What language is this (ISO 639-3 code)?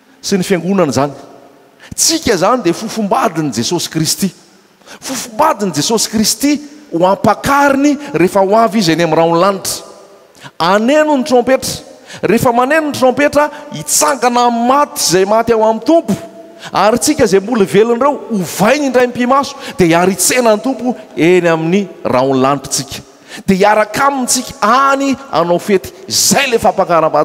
mlg